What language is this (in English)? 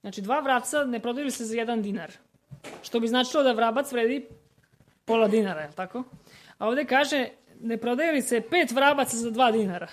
Serbian